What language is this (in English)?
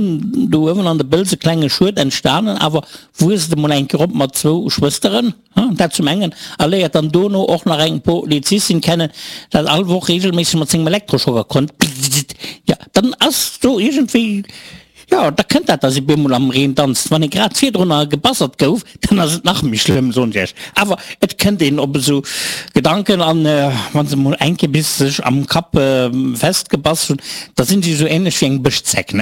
Luxembourgish